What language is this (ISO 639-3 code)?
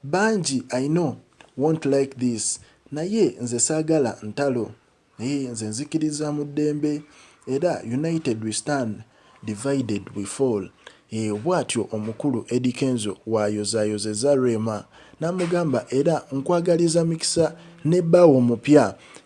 lug